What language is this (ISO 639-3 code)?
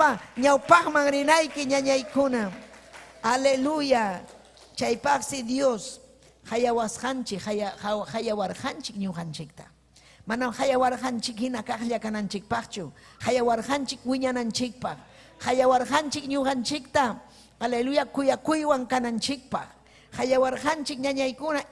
quy